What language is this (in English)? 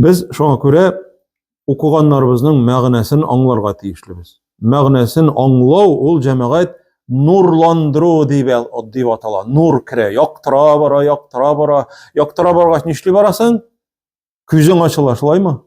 Tatar